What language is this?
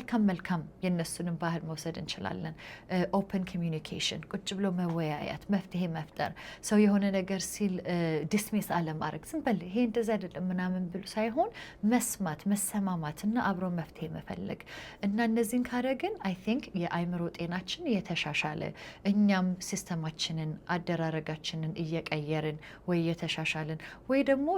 Amharic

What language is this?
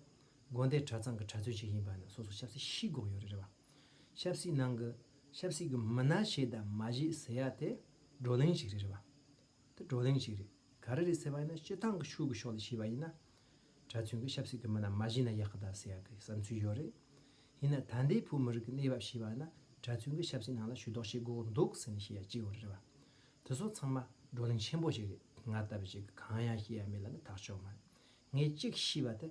Tibetan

